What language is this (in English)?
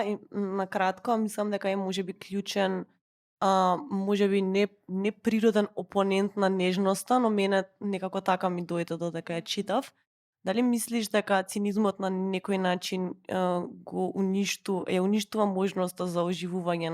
Macedonian